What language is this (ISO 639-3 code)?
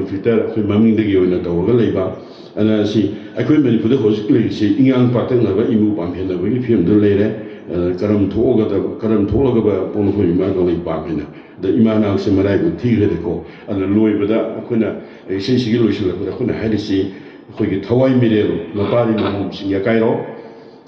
mni